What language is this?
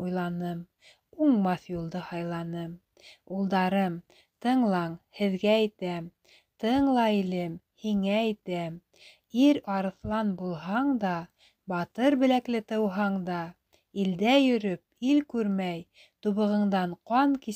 Bashkir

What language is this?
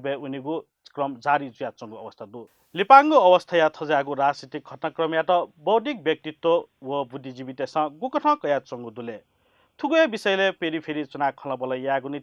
Newari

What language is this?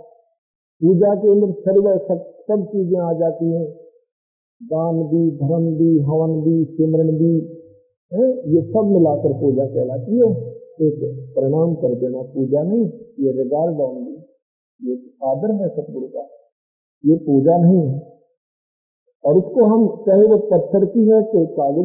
Hindi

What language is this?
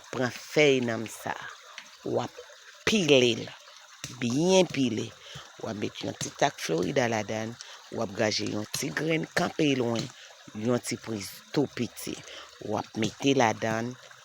Haitian Creole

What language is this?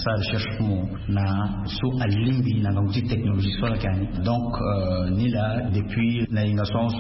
Sango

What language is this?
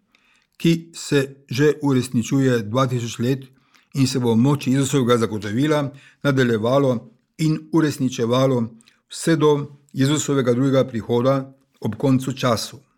Slovenian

